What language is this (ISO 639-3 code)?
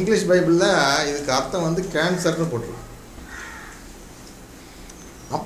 tam